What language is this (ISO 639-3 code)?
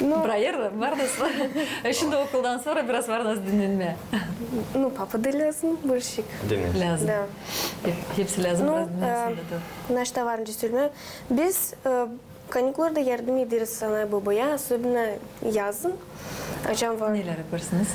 gag